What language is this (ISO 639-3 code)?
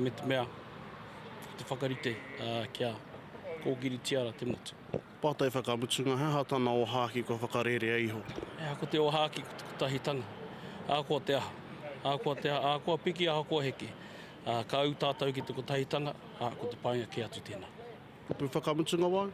mri